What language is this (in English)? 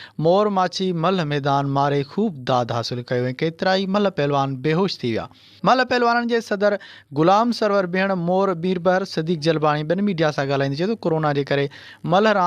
Sindhi